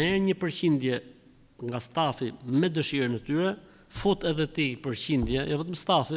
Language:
Albanian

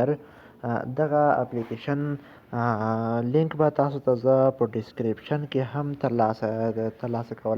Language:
Pashto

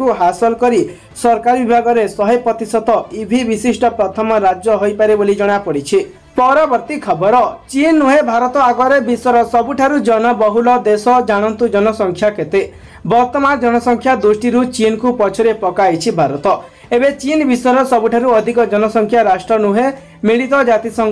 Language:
Odia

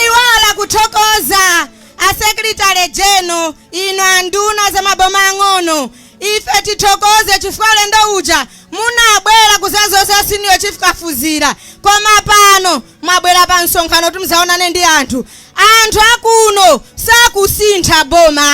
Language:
Nyanja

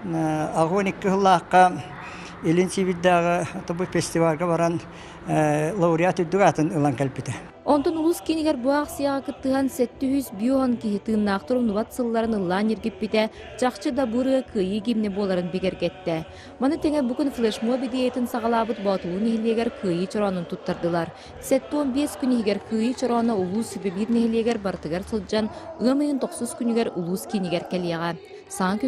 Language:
Yakut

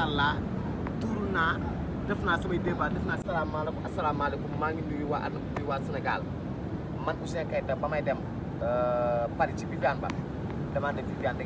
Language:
Wolof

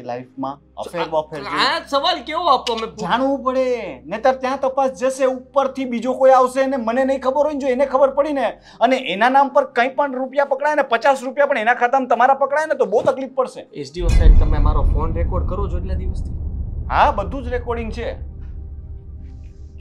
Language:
Gujarati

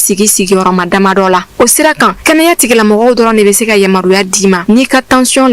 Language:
Bambara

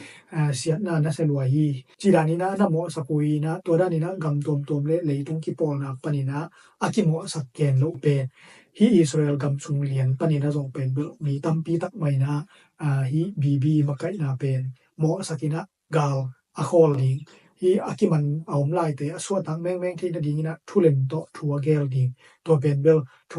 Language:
Tedim Chin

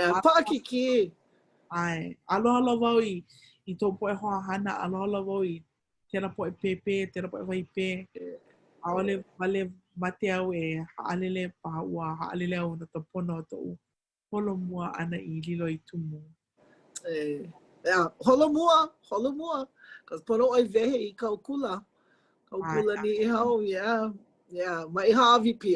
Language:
Hawaiian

